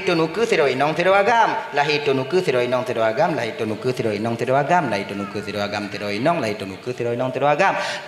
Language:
Achinese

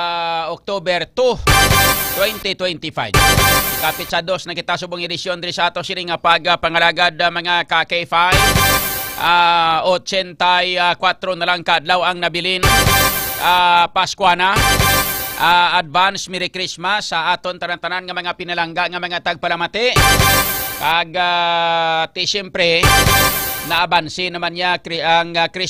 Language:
Hiligaynon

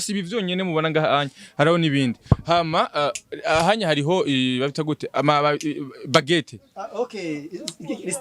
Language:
Rundi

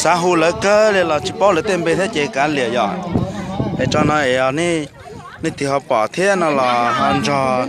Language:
Hmong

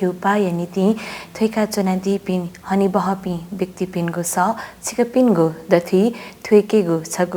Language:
Newari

